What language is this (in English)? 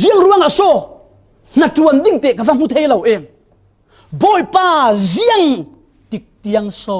Falam Chin